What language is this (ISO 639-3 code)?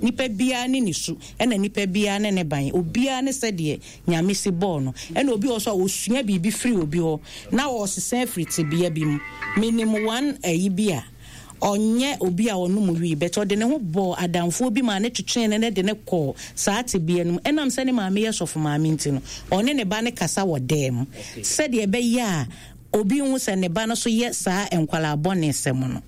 aka